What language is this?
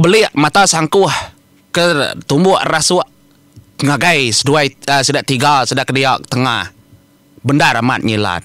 Iban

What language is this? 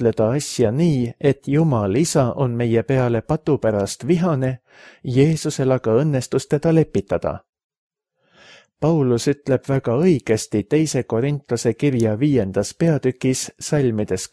Estonian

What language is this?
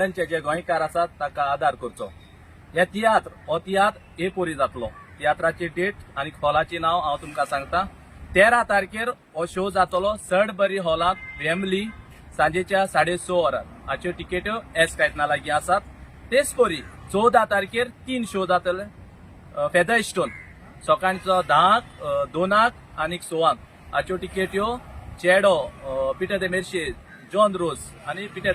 Konkani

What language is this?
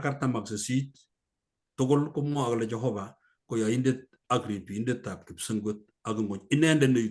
Kalenjin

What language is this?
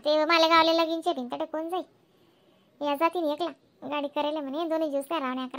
Khandesi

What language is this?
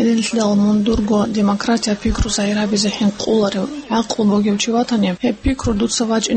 Avaric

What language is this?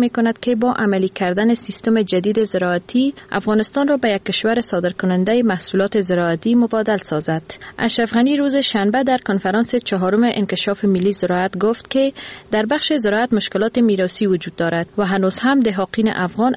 Persian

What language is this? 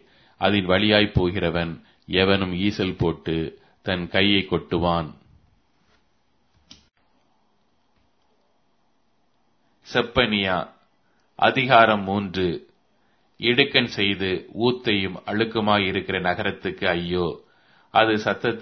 Tamil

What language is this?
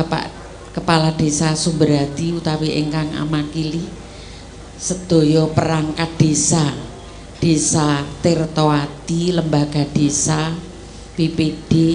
Javanese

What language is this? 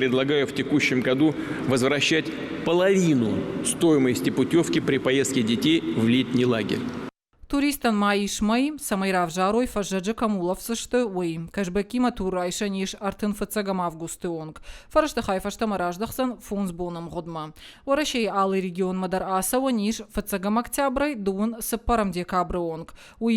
Ossetic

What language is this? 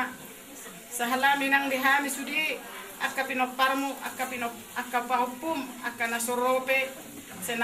Batak Toba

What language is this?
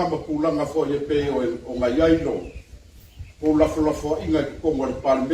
Samoan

